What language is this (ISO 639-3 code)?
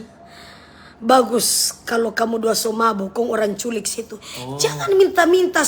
xmm